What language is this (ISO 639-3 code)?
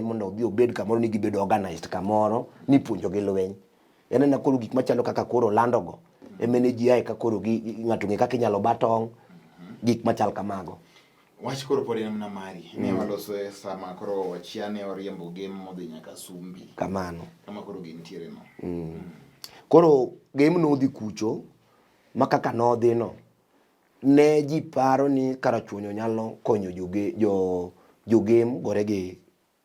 luo